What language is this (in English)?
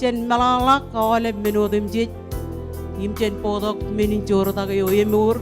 Marshallese